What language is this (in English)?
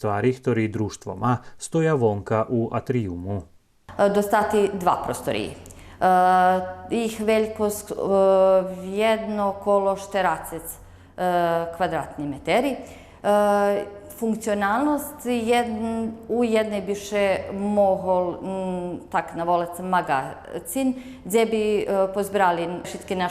Rusyn